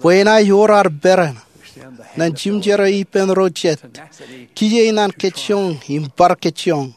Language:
Marshallese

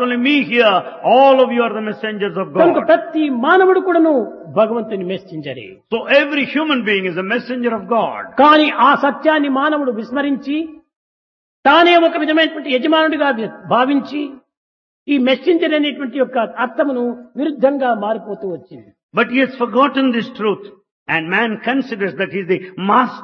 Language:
Telugu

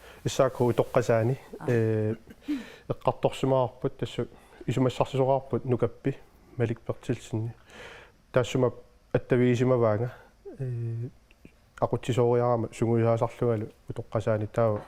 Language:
Kalaallisut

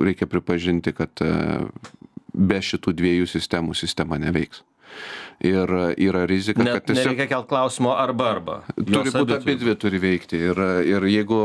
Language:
Lithuanian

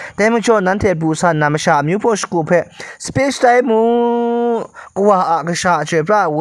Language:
Kachin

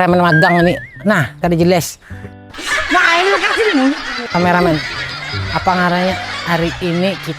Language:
Banjar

